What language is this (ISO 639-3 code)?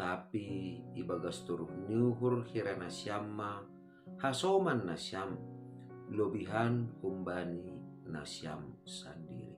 bts